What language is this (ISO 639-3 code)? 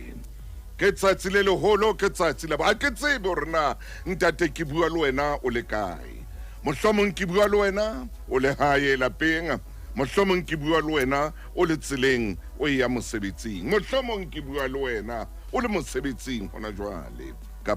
sot